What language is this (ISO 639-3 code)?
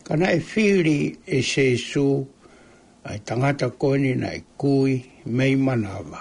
ton